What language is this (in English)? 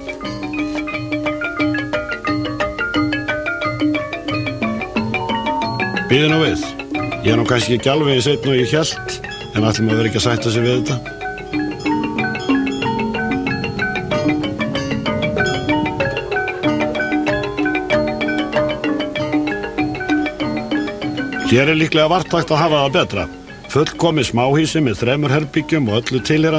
Icelandic